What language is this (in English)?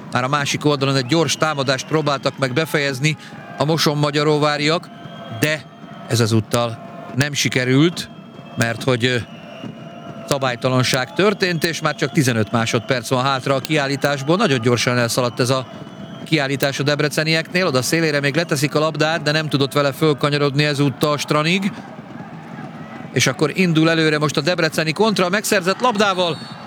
Hungarian